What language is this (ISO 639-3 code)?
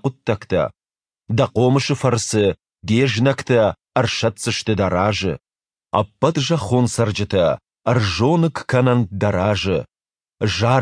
oss